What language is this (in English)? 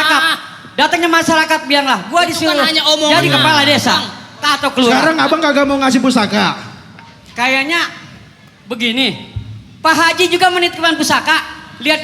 Betawi